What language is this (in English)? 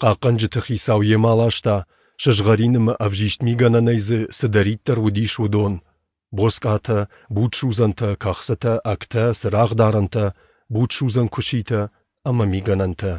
Ossetic